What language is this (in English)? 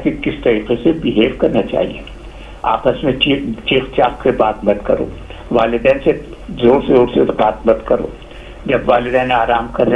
Hindi